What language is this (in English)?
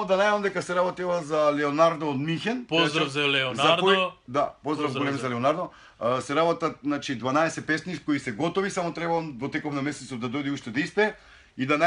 Macedonian